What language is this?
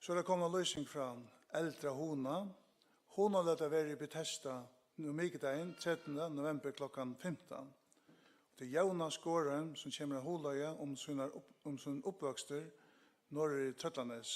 Faroese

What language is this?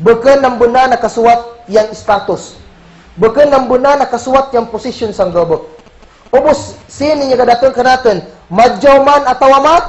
Kagan Kalagan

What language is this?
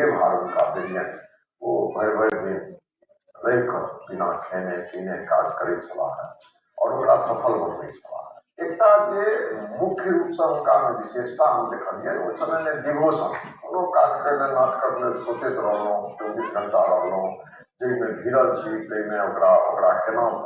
Maithili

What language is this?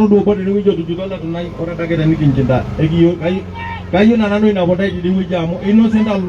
Masai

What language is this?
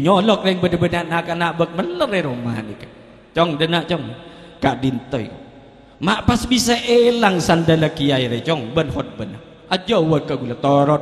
Madurese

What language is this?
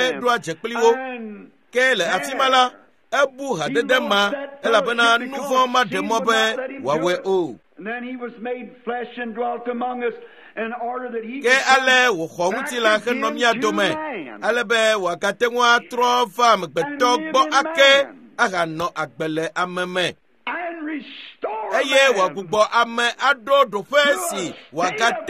Ewe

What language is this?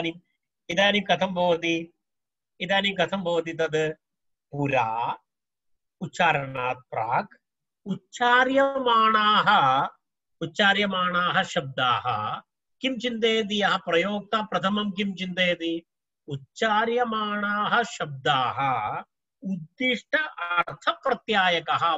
Sanskrit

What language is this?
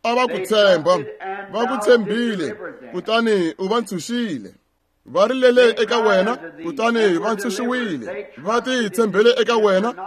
Tsonga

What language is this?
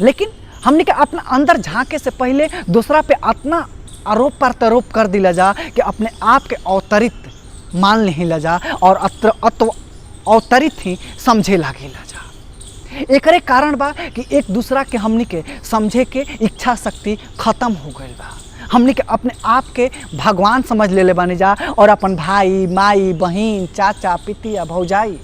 Bhojpuri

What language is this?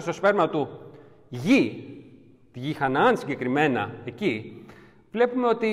Greek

